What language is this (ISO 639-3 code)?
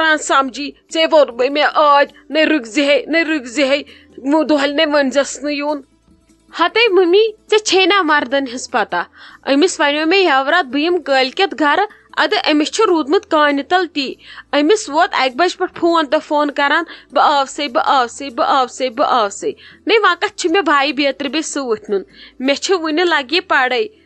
kas